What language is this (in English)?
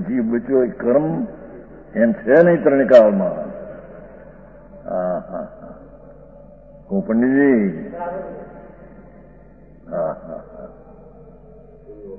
Gujarati